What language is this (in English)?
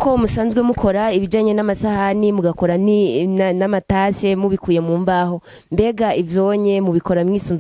Rundi